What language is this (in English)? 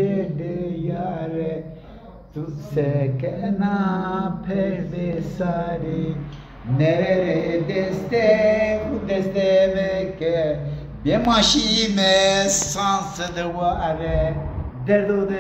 Zaza